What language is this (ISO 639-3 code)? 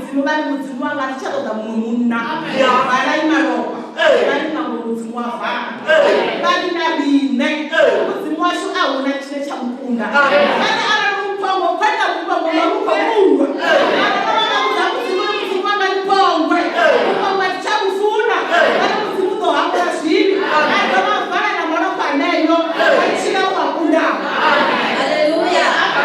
ven